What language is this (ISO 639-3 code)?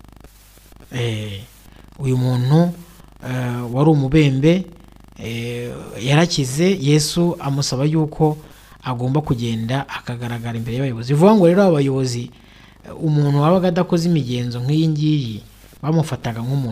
kin